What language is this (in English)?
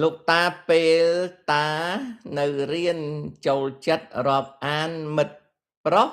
Khmer